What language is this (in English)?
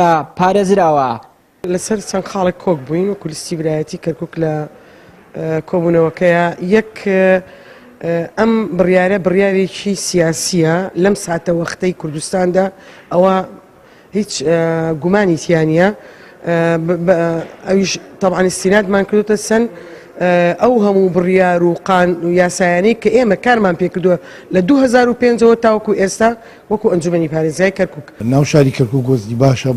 Central Kurdish